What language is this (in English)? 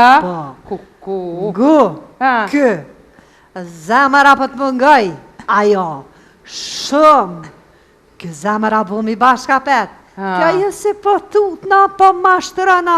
Albanian